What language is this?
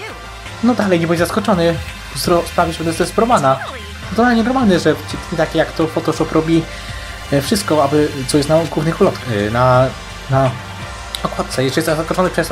Polish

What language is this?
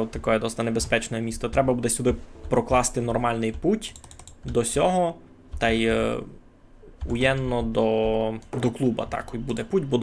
Rusyn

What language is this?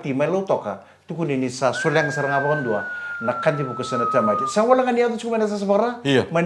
Fijian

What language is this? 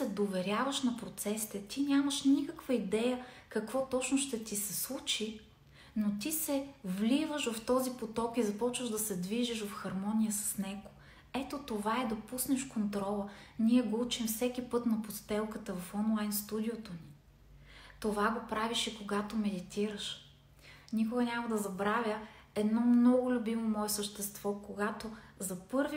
Bulgarian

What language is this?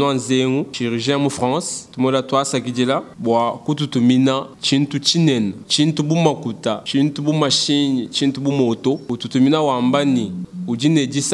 Luba-Lulua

